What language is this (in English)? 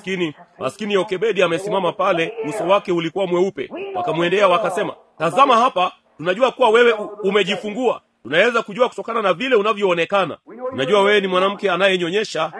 Swahili